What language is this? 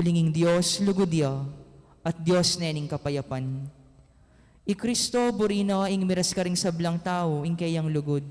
Pampanga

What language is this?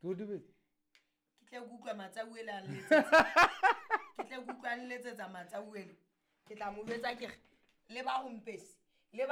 Southern Sotho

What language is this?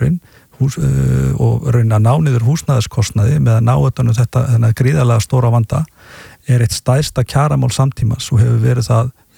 Icelandic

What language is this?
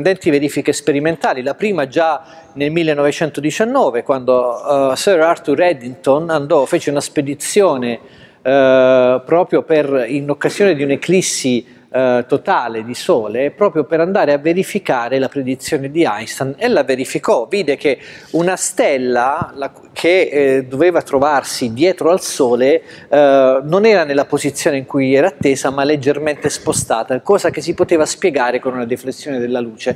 Italian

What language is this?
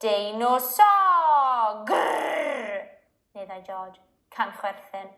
Welsh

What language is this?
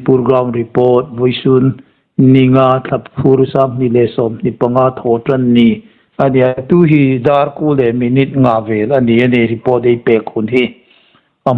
Hmar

